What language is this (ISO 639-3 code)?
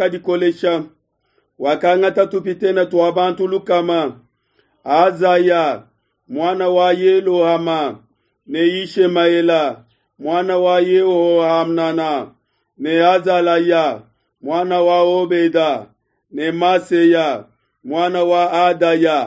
lua